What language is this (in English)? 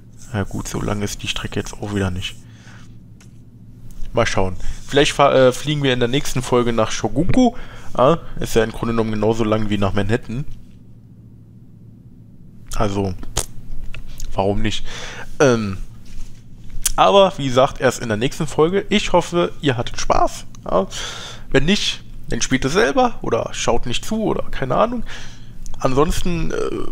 German